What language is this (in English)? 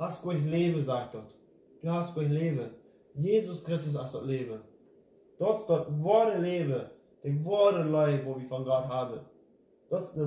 Plautdietsch